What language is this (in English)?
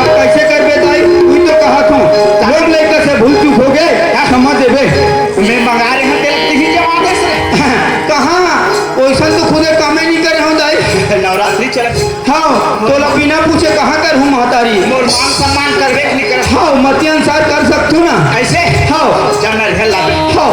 Chhattisgarhi